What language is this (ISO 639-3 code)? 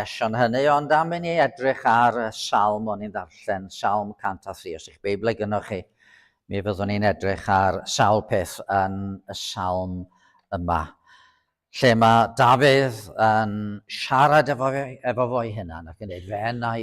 cym